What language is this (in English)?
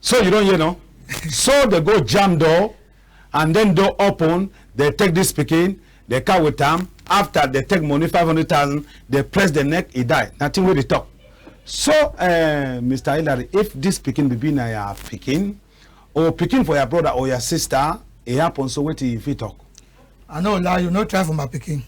Cameroon Pidgin